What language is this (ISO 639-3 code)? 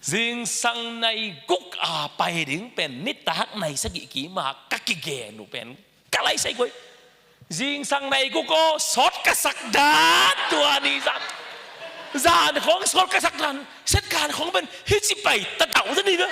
ctd